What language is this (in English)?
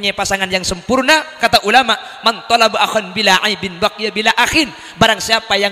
Madurese